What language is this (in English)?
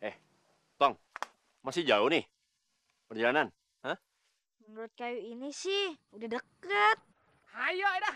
Betawi